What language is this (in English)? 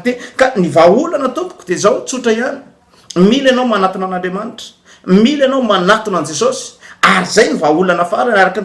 Malagasy